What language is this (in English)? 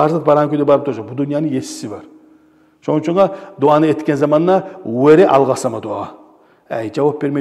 Kumyk